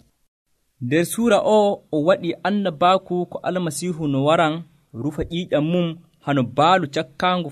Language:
Nigerian Fulfulde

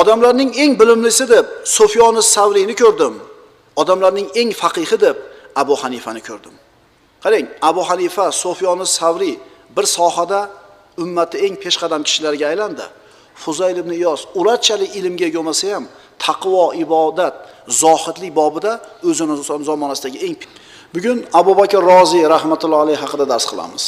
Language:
Uzbek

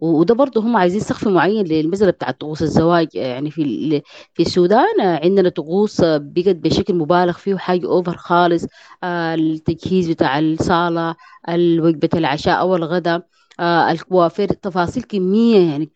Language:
Sudanese Arabic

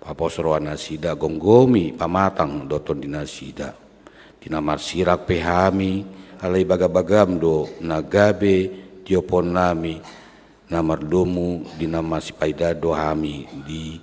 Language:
Batak Toba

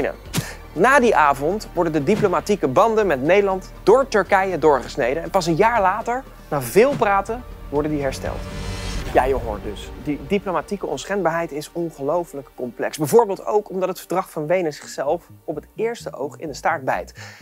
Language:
Dutch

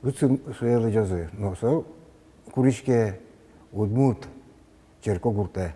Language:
Udmurt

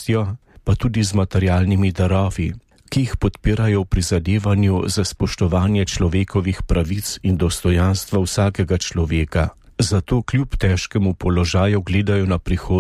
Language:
Slovenian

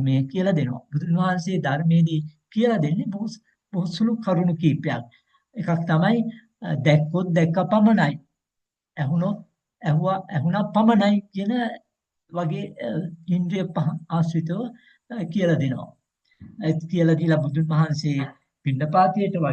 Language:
Sinhala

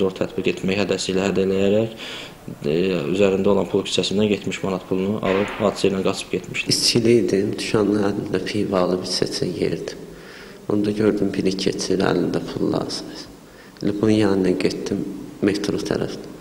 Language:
Azerbaijani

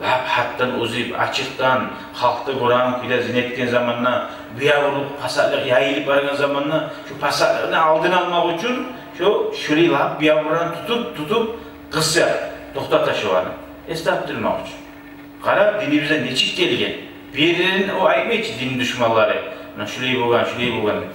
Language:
Kumyk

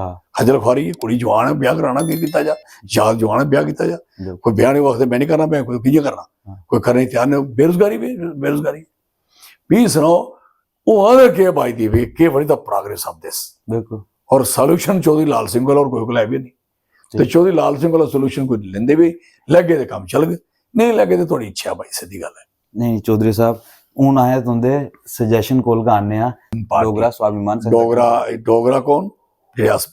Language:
Dogri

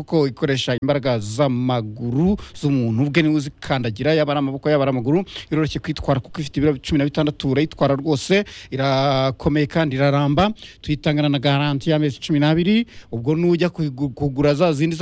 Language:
Kinyarwanda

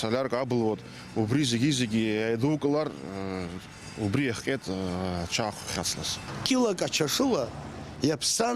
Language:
Abkhazian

